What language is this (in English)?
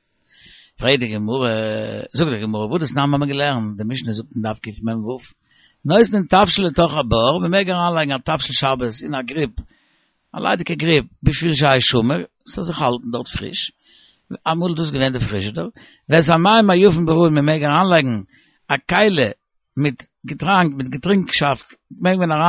Yiddish